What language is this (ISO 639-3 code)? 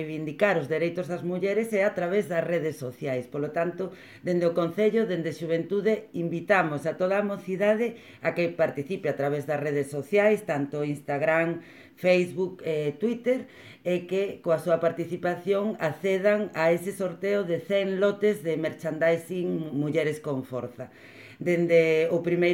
glg